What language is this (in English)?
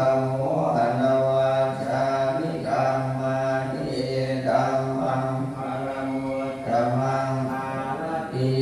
Pali